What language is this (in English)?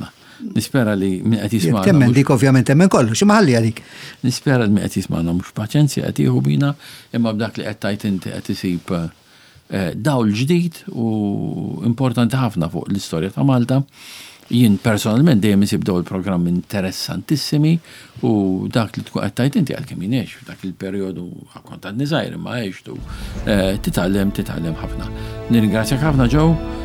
Maltese